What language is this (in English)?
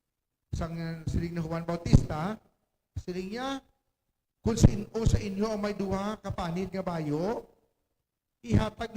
Hiligaynon